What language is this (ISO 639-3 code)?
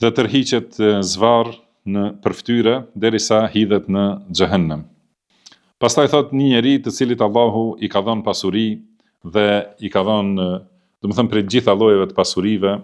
sqi